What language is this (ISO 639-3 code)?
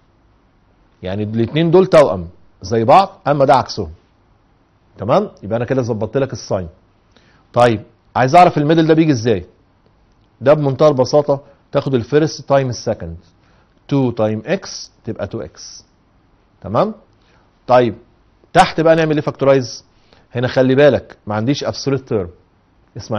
arz